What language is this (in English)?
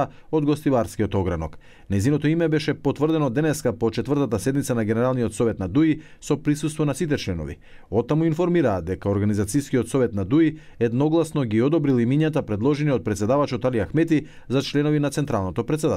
Macedonian